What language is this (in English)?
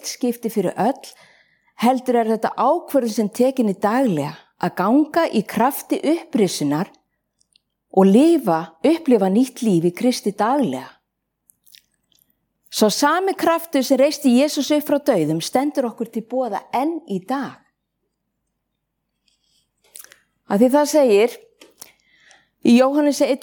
Icelandic